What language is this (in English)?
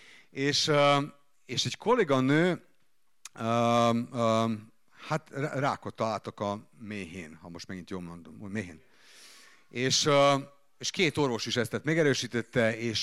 Hungarian